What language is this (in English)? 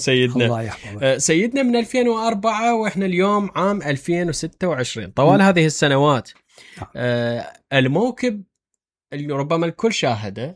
Mesopotamian Arabic